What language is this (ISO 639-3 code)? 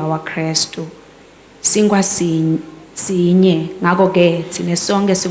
ssw